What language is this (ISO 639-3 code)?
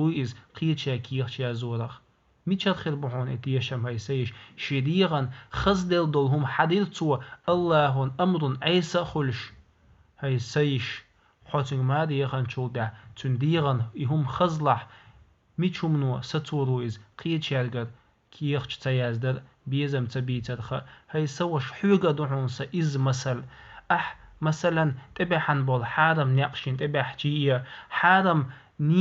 che